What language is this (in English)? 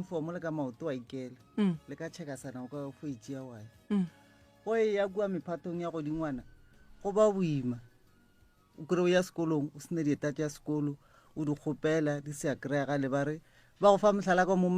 Northern Sotho